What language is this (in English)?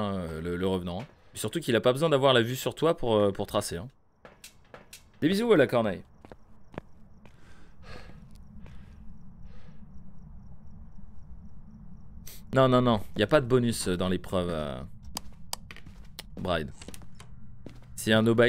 French